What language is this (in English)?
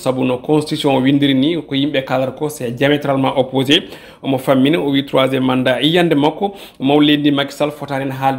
Fula